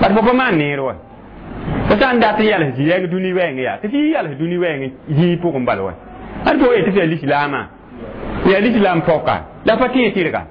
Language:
Mossi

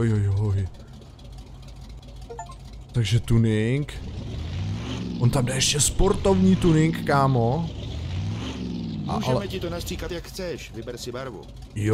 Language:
Czech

